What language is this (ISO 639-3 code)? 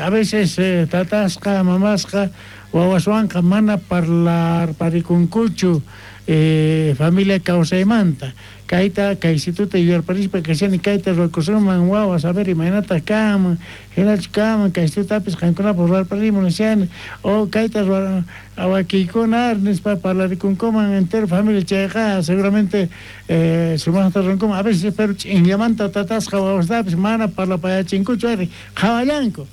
quh